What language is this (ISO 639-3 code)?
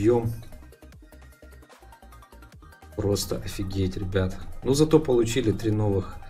rus